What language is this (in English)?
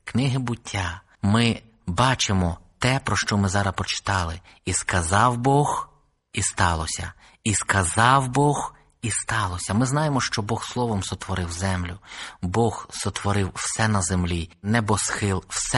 Ukrainian